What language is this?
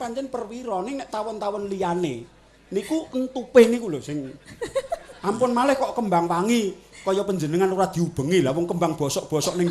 Javanese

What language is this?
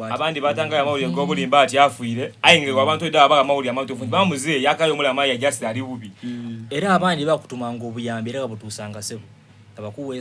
Soga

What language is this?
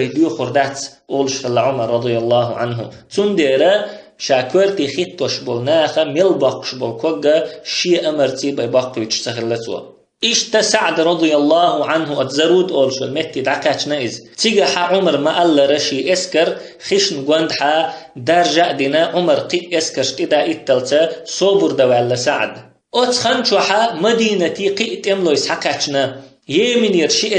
Chechen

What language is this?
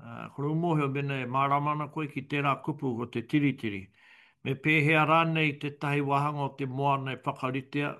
Māori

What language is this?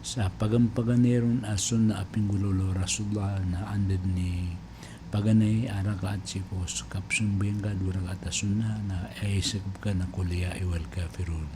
Maranao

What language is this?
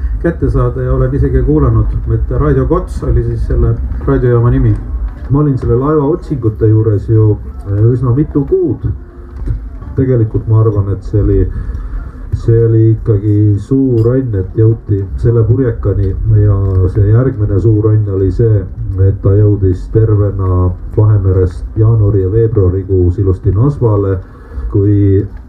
Estonian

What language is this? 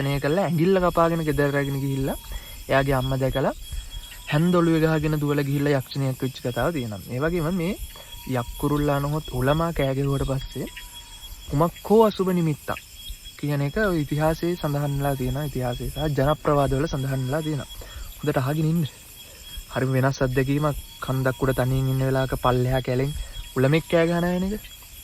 Sinhala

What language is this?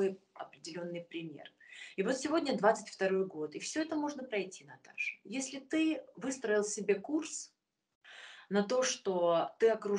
Russian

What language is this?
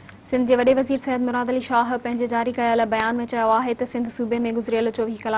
Sindhi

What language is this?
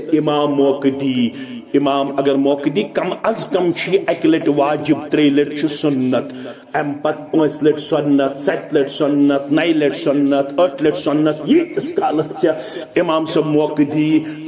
Kashmiri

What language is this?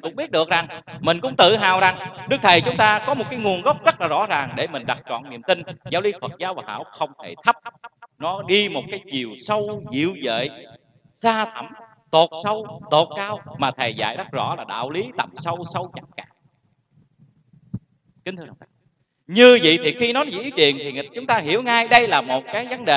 Vietnamese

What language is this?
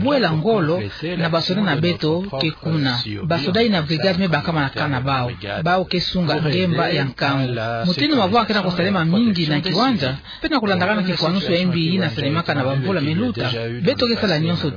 Kituba (Democratic Republic of Congo)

